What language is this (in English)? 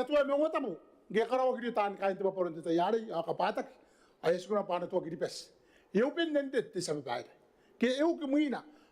Gilbertese